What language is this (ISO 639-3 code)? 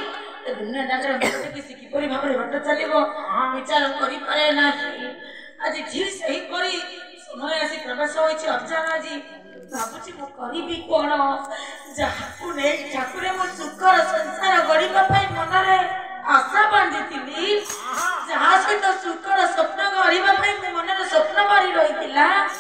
ori